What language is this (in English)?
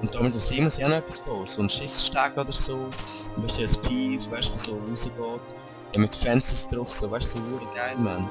Swiss German